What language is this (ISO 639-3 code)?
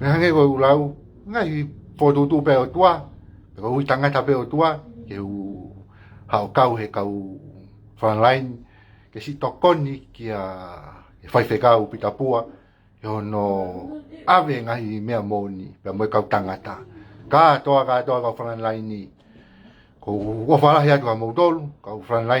ton